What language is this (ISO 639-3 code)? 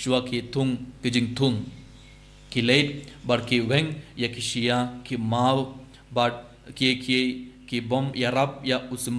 kha